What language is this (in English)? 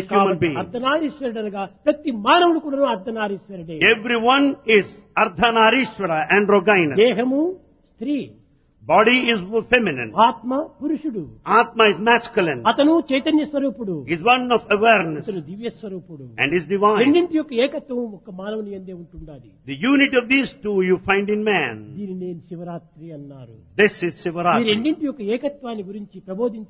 Telugu